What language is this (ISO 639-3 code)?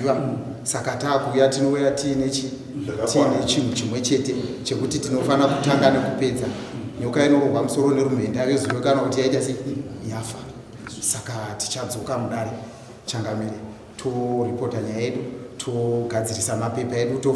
sna